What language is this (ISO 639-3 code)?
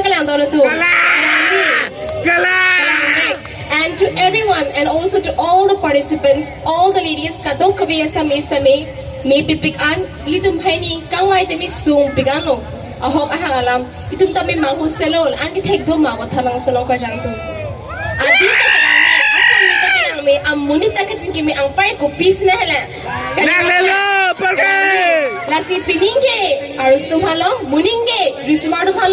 mjw